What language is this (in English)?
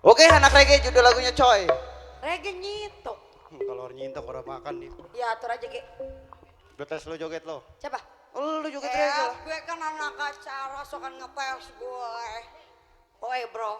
Betawi